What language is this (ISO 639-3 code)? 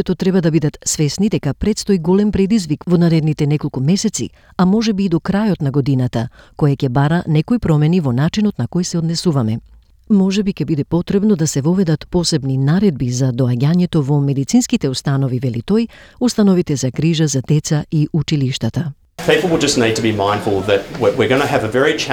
mkd